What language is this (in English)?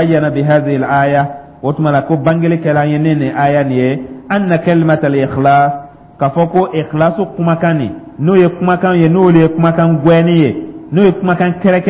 Dyula